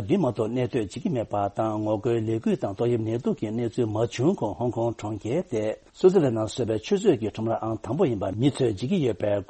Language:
Tibetan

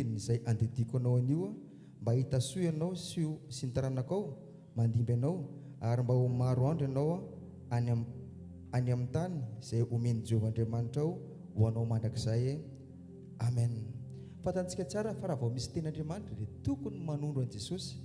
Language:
Malagasy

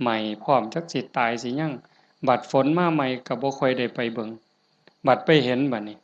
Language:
Northeastern Thai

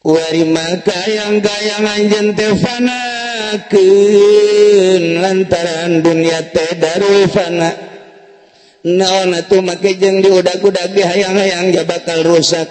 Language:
Sundanese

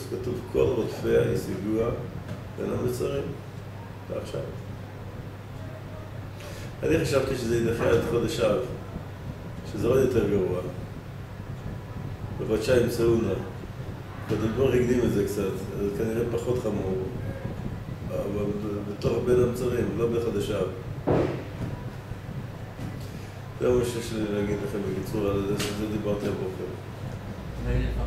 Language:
Hebrew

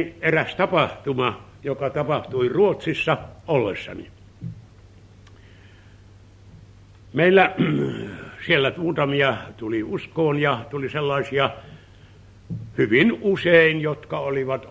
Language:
Finnish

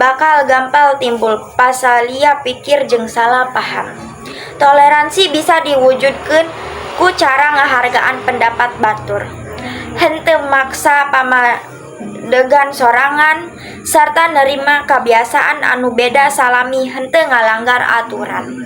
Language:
Sundanese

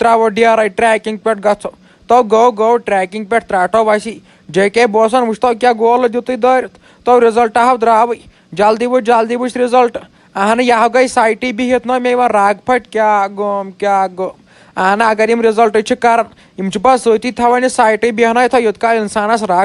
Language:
Kashmiri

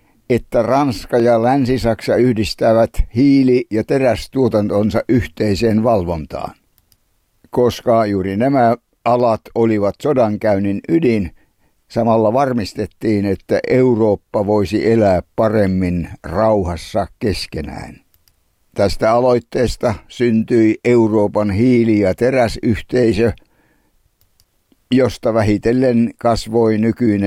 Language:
Finnish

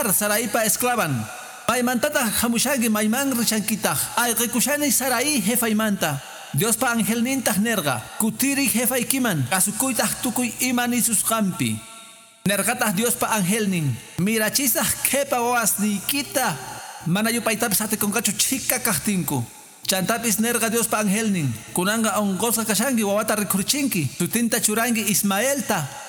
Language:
Quechua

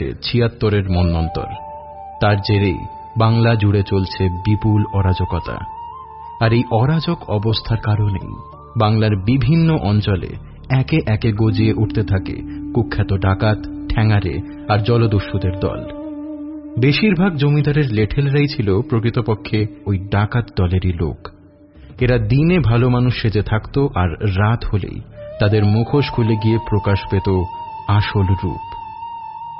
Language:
Bangla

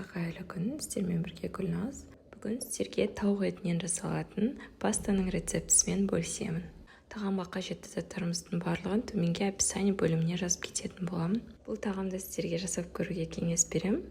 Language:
Kazakh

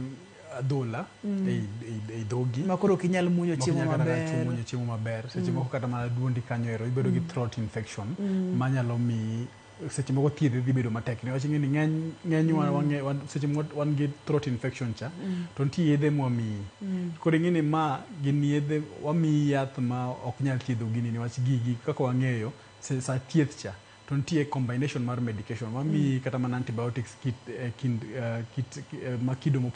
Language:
Luo (Kenya and Tanzania)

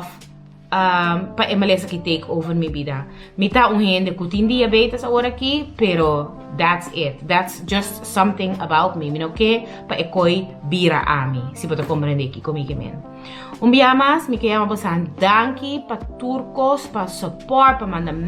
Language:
Papiamento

